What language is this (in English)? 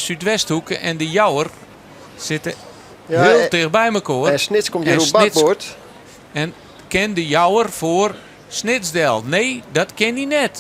Western Frisian